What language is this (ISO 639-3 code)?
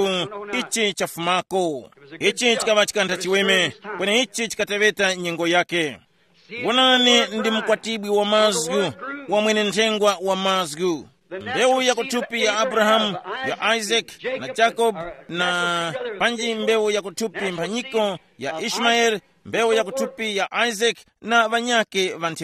tum